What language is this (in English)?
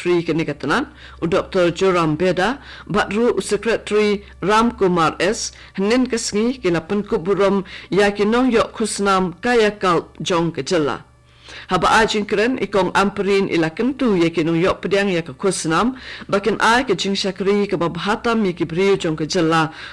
Khasi